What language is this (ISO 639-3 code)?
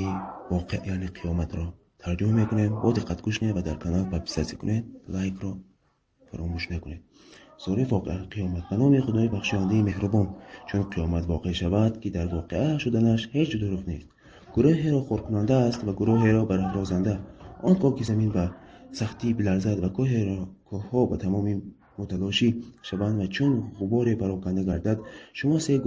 tgk